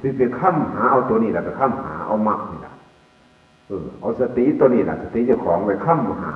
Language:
Northeastern Thai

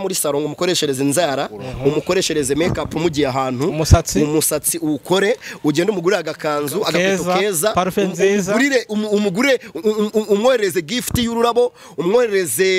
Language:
Kinyarwanda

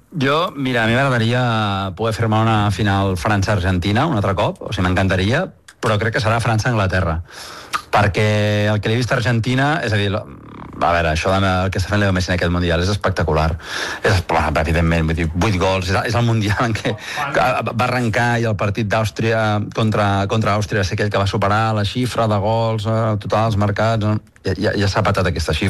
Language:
Catalan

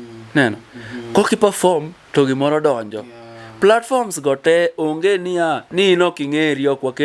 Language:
Luo (Kenya and Tanzania)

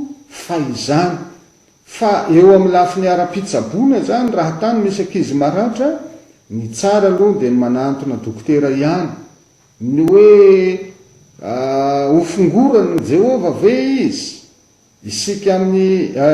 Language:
Malagasy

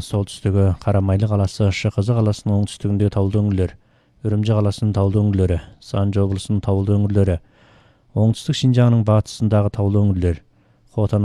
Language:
Kazakh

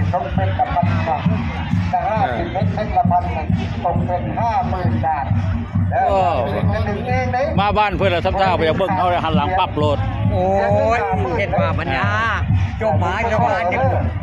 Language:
Northeastern Thai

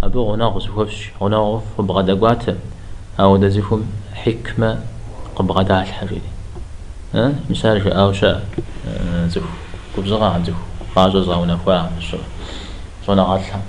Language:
Kabardian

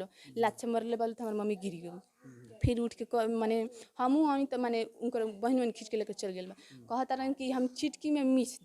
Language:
Bhojpuri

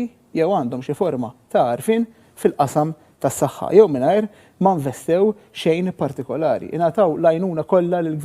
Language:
Maltese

